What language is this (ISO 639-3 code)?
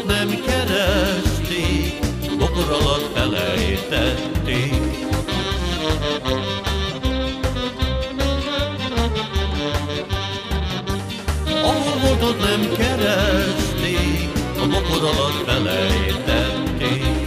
hun